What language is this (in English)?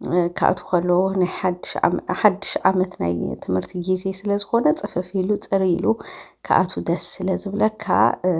Tigrinya